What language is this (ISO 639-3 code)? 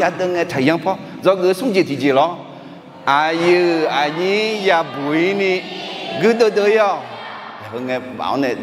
ahk